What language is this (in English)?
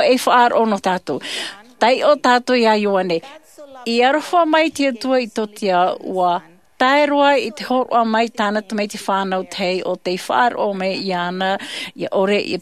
Tahitian